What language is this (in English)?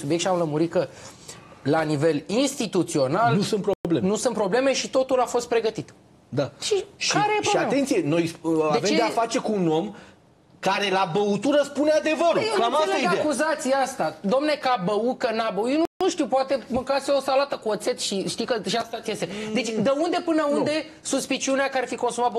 Romanian